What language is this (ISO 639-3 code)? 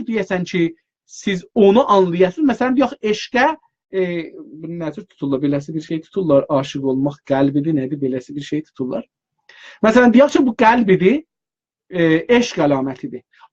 azb